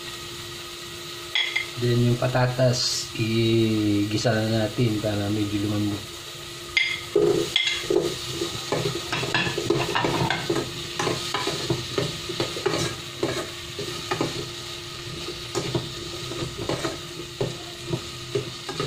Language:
Filipino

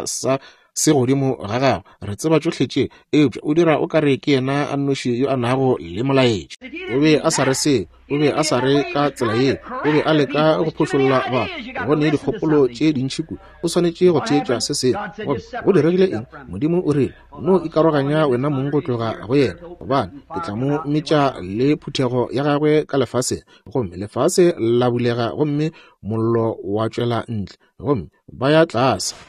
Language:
Northern Sotho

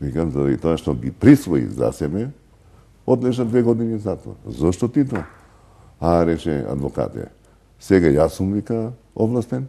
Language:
Macedonian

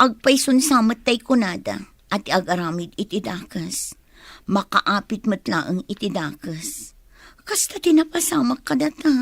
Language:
Iloko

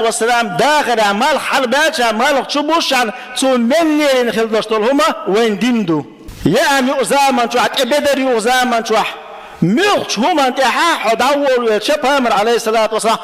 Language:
Chechen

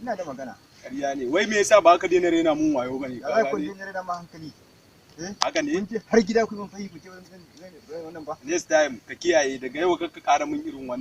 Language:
Hausa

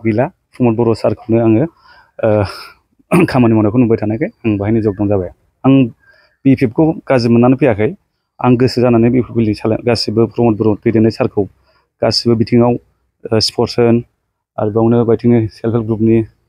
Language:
Bodo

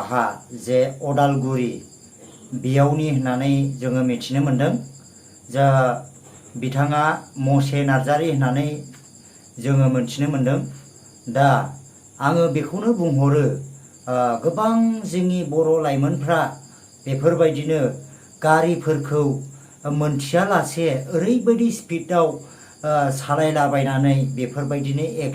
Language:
Bodo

